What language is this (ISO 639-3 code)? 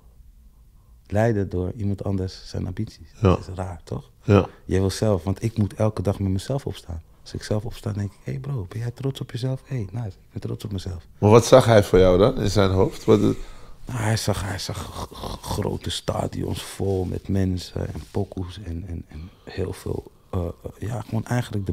nld